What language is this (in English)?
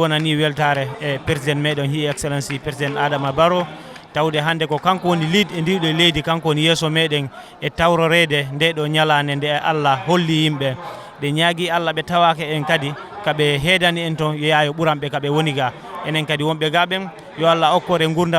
Fula